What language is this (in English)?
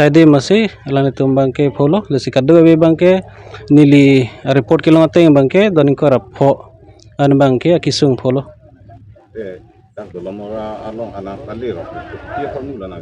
Karbi